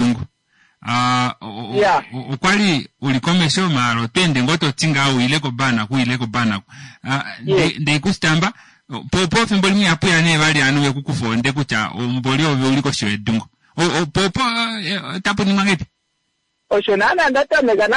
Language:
Kuanyama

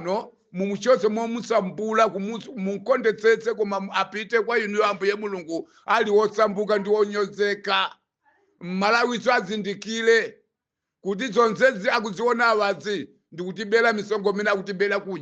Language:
Nyanja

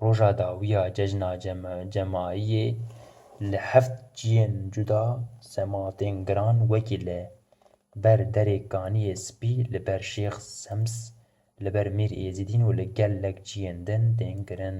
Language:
Kurdish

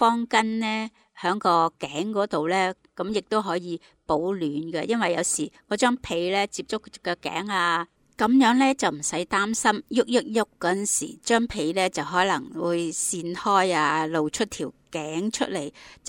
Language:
Cantonese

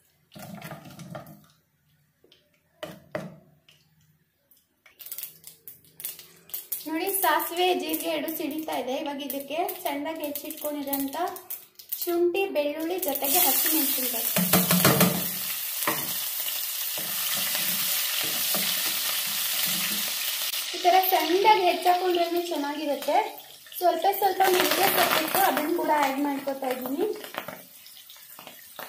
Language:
Kannada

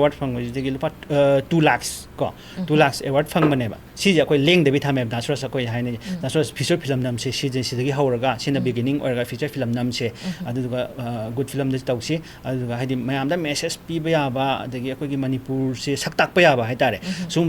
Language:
Manipuri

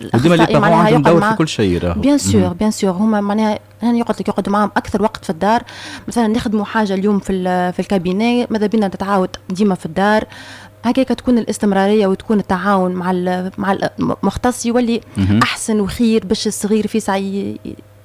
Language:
Tunisian Arabic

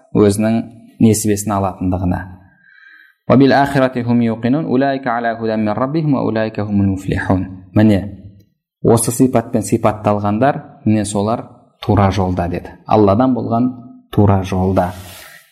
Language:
Kazakh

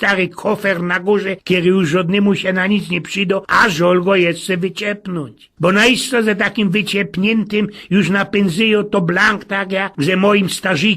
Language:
Silesian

